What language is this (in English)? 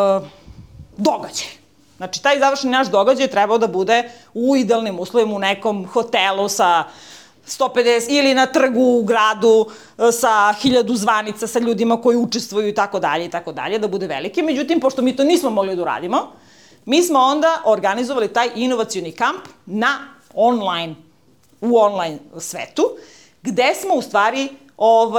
Serbian